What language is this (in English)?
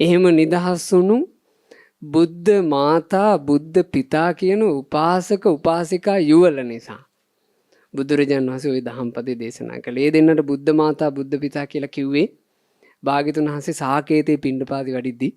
Sinhala